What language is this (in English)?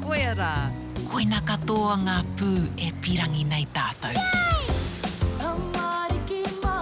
Māori